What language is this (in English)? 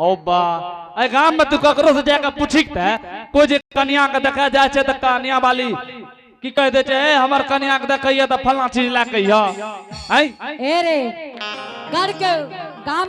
Angika